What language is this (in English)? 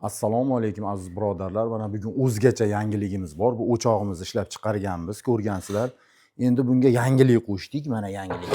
Uzbek